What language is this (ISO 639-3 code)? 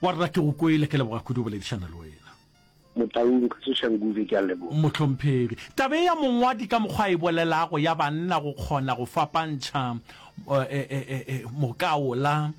nso